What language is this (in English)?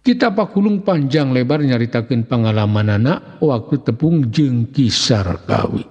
Sundanese